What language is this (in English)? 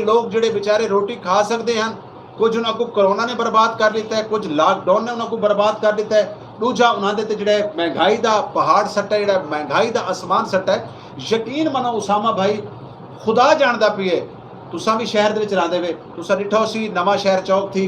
Saraiki